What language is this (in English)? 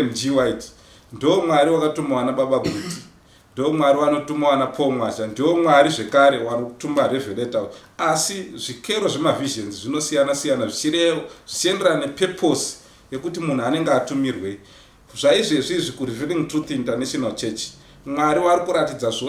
Shona